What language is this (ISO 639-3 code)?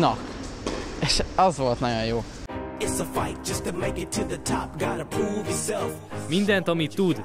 hun